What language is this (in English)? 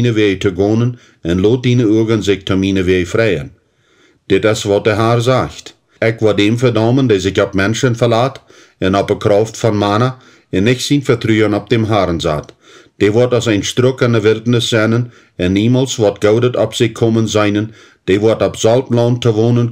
Plautdietsch